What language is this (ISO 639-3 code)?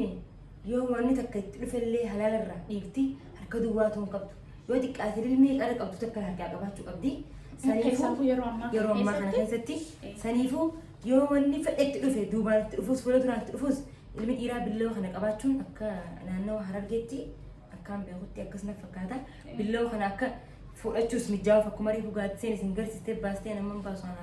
orm